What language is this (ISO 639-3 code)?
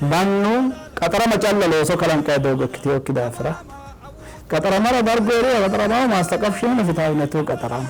sid